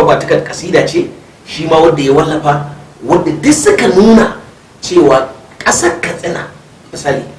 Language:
Hausa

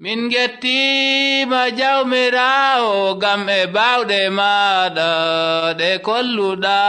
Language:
Nigerian Fulfulde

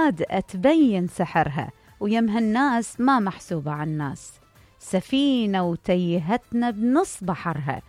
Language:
Mesopotamian Arabic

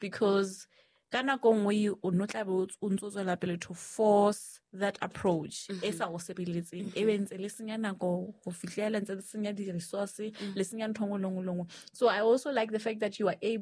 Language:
Southern Sotho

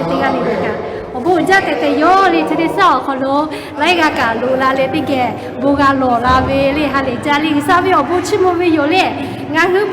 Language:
Lahu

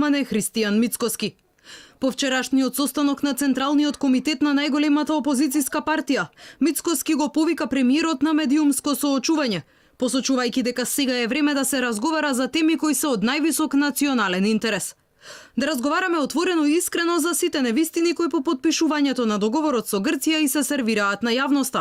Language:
Macedonian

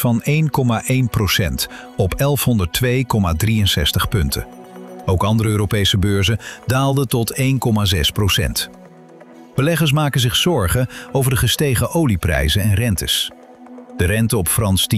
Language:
Dutch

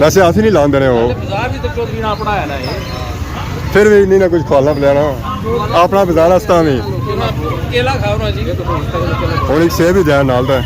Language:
Pahari-Potwari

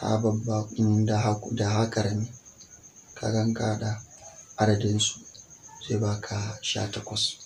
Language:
Hausa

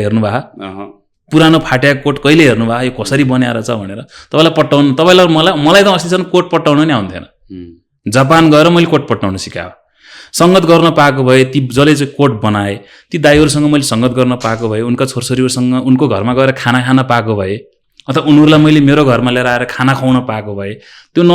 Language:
Nepali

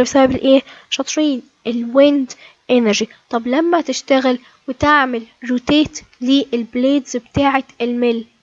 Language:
Egyptian Arabic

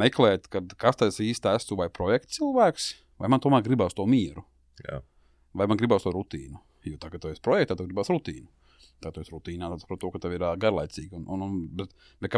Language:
Latvian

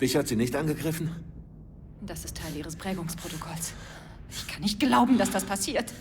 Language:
Bavarian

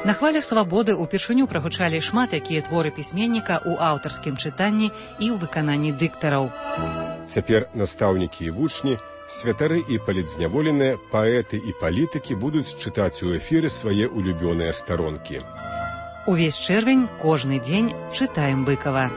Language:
Belarusian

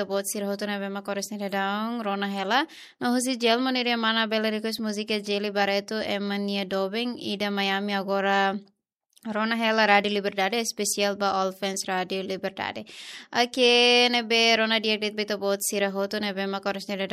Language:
Tetum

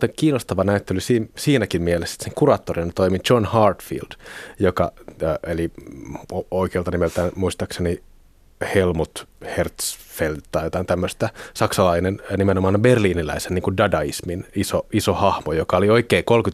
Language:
Finnish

